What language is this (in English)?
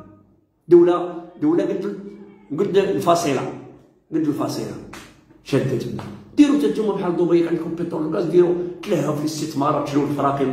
Moroccan Arabic